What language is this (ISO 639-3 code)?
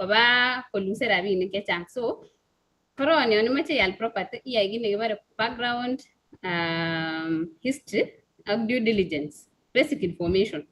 kln